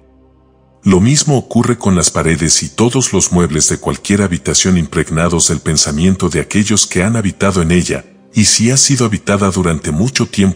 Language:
Spanish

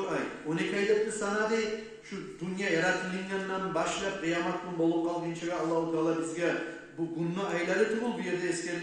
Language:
Kumyk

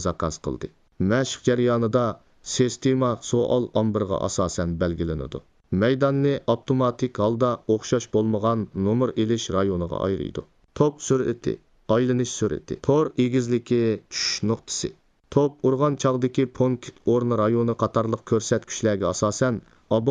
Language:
Uyghur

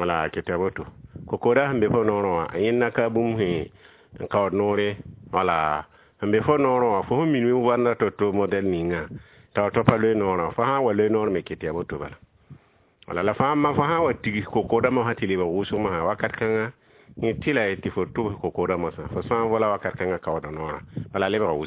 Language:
Mossi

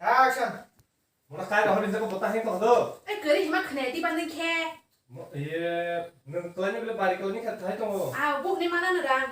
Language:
Kok Borok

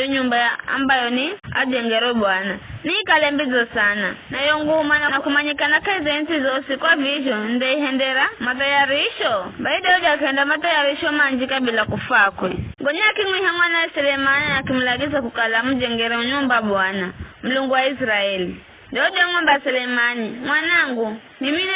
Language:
Giryama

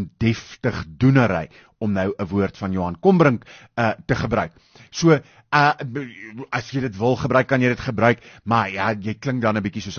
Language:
Afrikaans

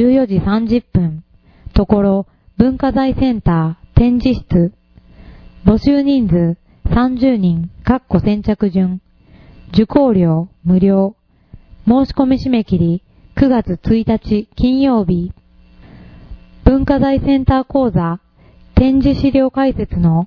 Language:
Japanese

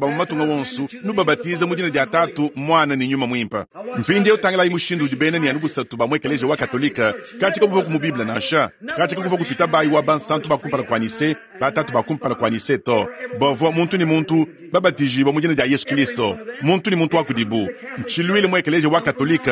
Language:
Luba-Lulua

